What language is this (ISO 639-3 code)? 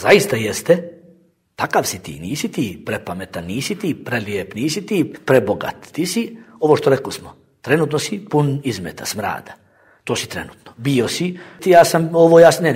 bos